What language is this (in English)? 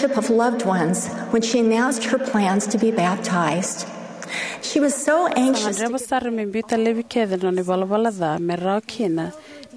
Fijian